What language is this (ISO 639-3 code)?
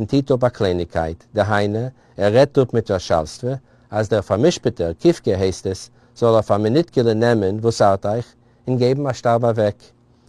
yid